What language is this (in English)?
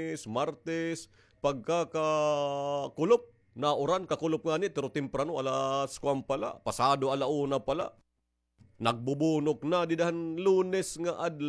Waray